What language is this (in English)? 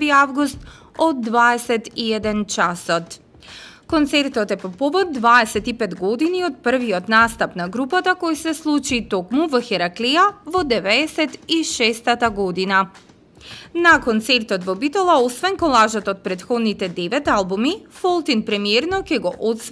Macedonian